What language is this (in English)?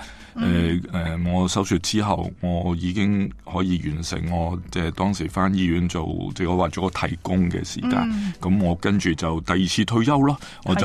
Cantonese